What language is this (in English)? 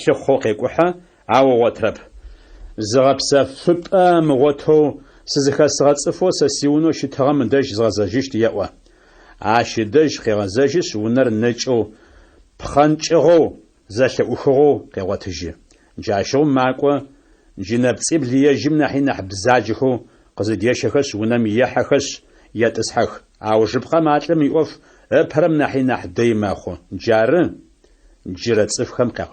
Adyghe